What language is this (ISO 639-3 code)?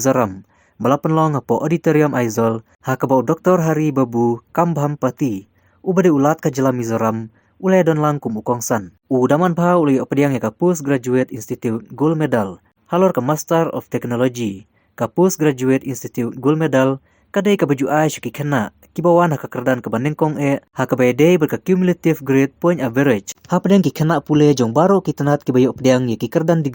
kha